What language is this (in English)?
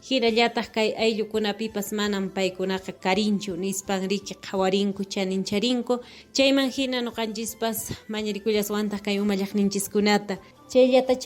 Ayacucho Quechua